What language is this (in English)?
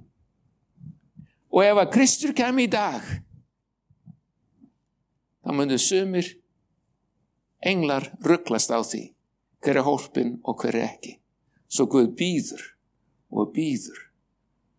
Icelandic